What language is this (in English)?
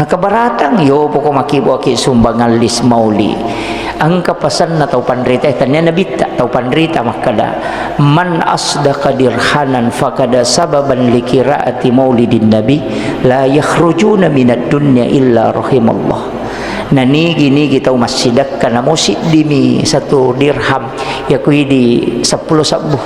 Buginese